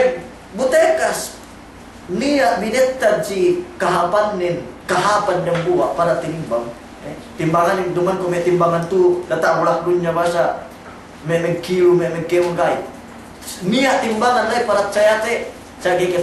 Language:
Yakan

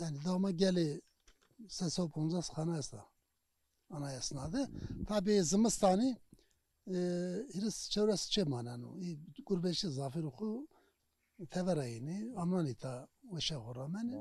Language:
Zaza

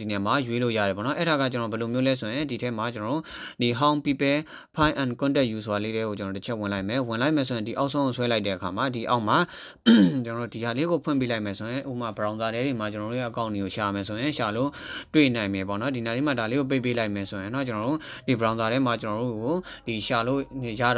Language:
Burmese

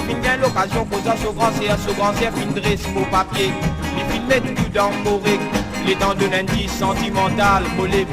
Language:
Morisyen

